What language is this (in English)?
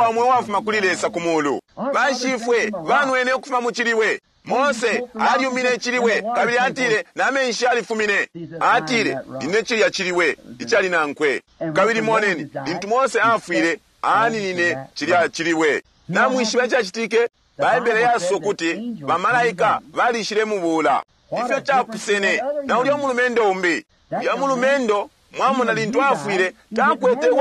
Bemba